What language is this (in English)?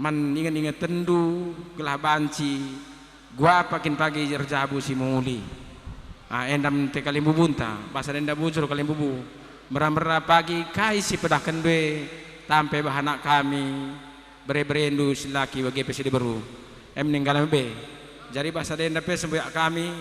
Batak Karo